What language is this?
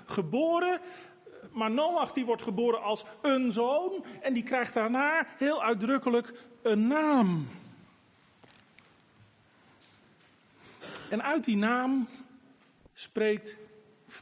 Dutch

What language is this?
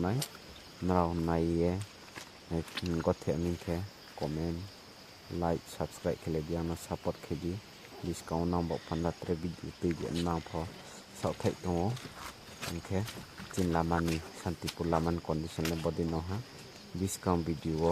Riang (India)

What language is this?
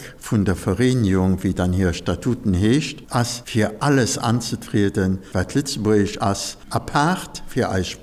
Luxembourgish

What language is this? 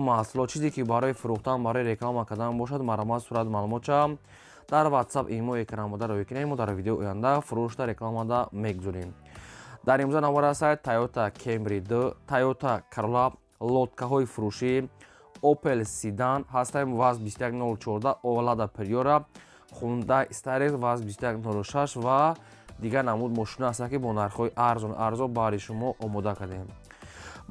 Tajik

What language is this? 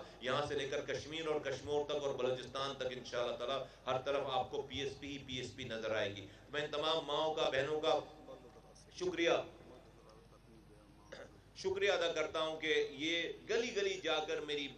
Urdu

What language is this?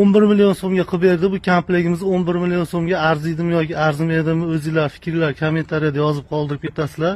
Uzbek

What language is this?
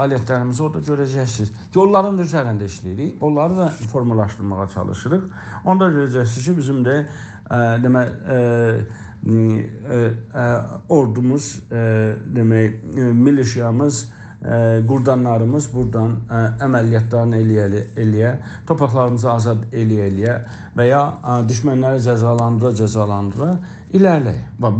South Azerbaijani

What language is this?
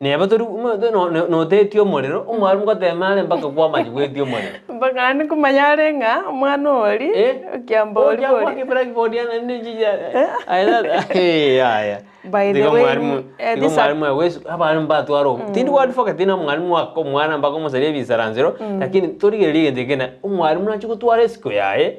Gusii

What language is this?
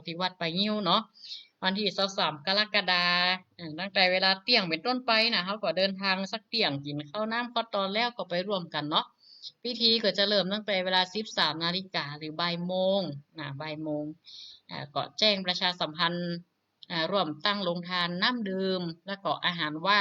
Northern Thai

